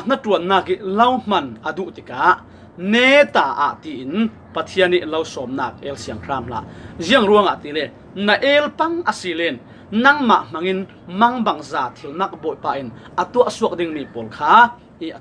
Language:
Falam Chin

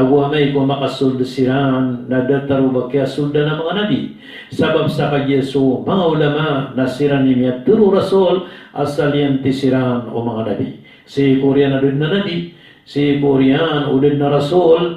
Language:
Maranao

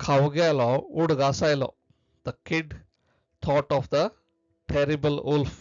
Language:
Konkani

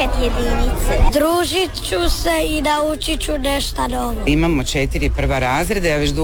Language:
Croatian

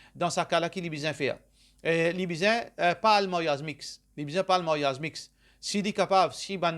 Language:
Morisyen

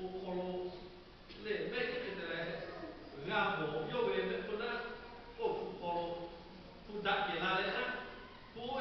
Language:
Lahu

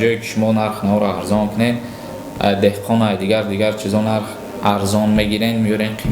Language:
Tajik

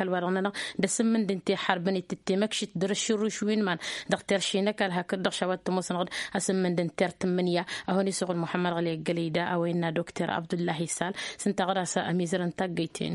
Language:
Tamasheq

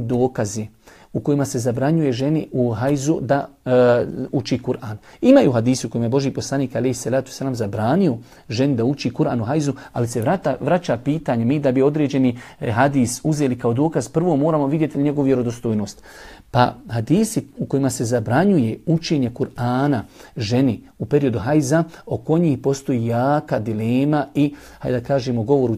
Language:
Bosnian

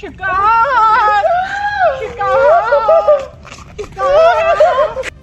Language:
Kashmiri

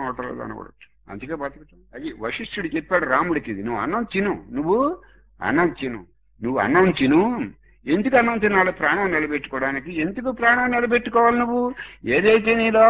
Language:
Telugu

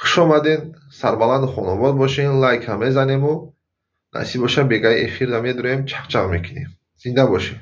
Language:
Tajik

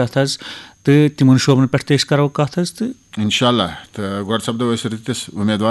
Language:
Kashmiri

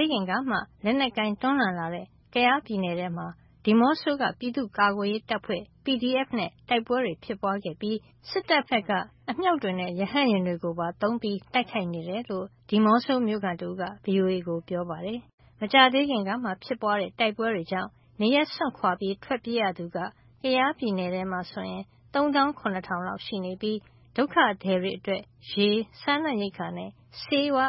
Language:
Burmese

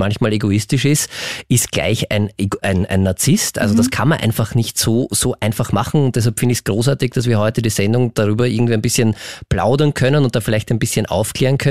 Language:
German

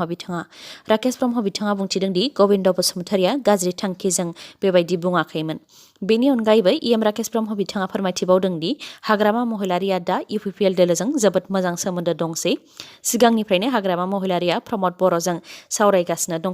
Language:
Bodo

